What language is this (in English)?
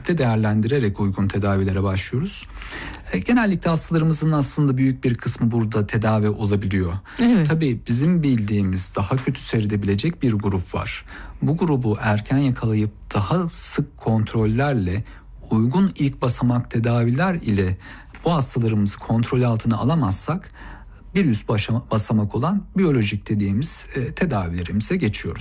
Turkish